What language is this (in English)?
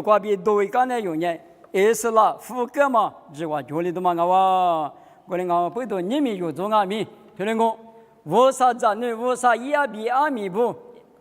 Lisu